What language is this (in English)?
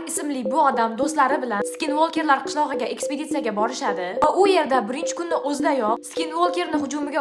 Uzbek